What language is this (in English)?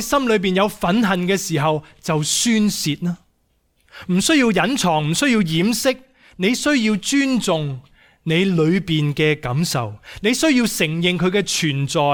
Cantonese